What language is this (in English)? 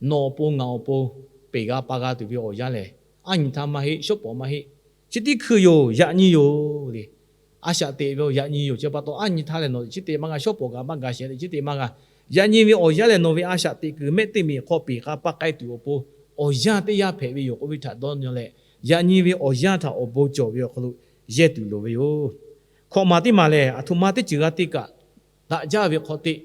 Lahu